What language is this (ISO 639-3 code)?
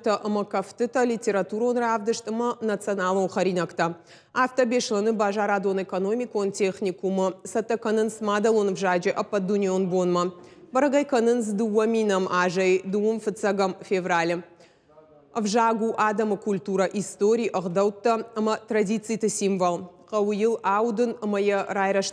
oss